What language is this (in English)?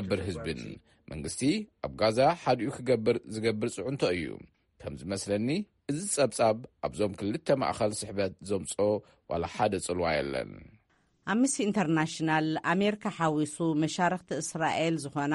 Tigrinya